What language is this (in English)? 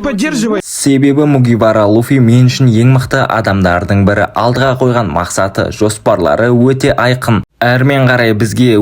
Kazakh